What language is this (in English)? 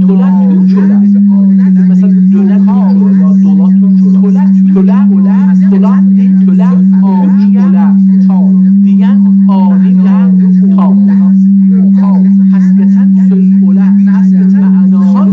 South Azerbaijani